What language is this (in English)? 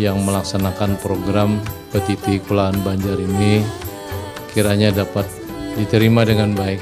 Banjar